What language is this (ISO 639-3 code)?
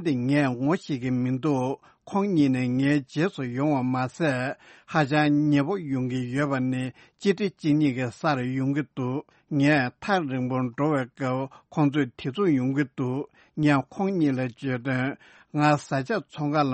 bod